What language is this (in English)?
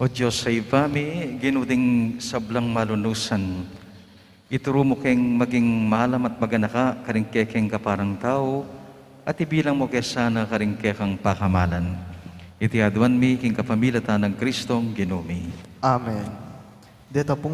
Pampanga